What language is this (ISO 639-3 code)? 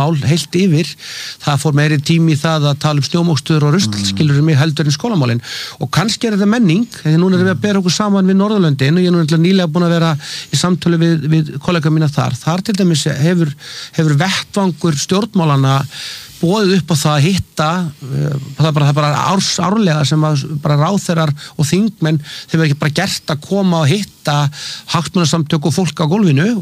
isl